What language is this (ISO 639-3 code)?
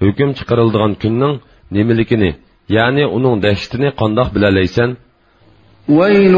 uig